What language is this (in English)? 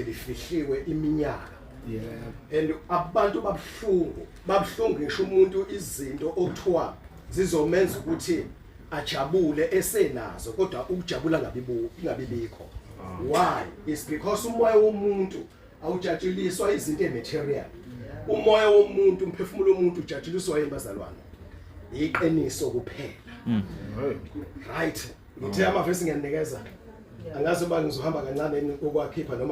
Zulu